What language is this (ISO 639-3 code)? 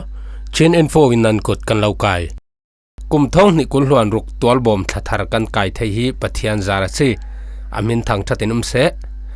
cfm